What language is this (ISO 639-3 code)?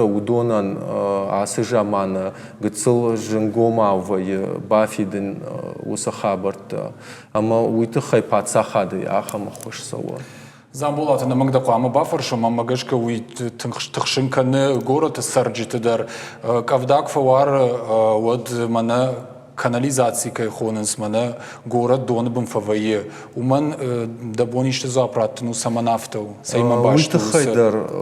oss